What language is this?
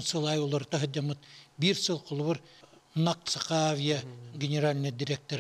Yakut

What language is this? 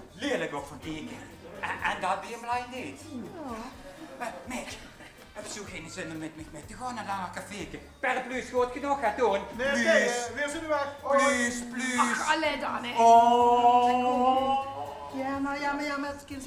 Limburgish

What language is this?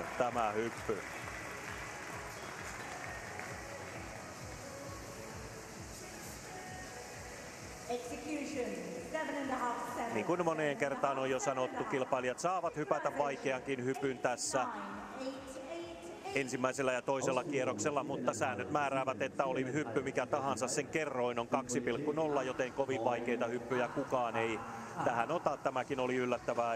Finnish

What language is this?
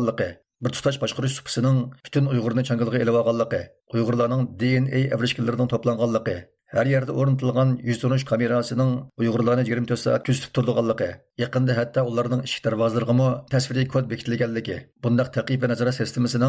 Uyghur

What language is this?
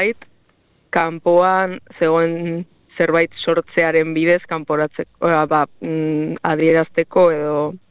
Basque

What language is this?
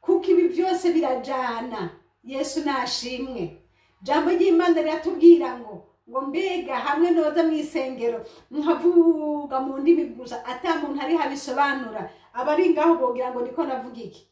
Rundi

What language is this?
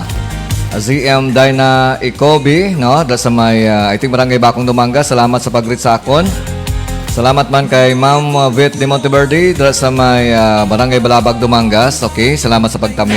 Hiligaynon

